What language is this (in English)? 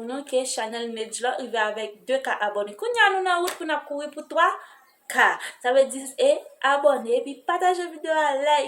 Haitian Creole